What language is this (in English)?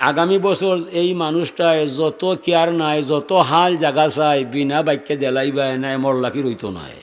Sylheti